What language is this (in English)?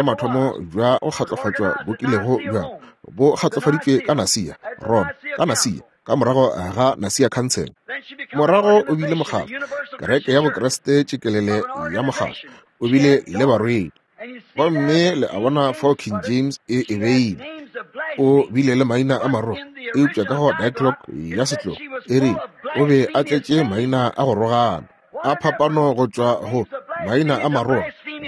Northern Sotho